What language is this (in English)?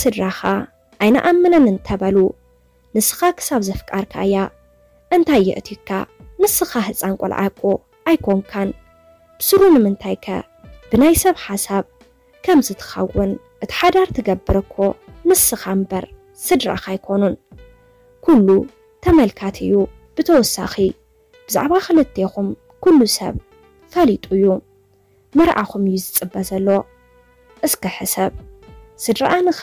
Tigrinya